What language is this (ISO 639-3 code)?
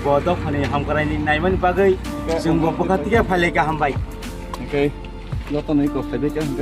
trp